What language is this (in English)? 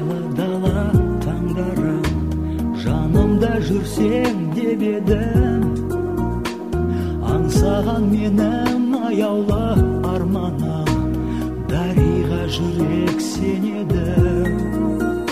Kazakh